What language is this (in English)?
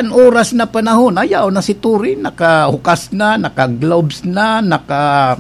Bikol